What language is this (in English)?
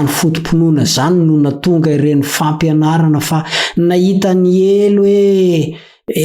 Malagasy